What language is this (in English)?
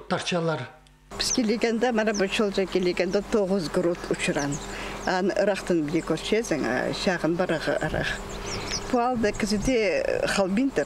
Khakas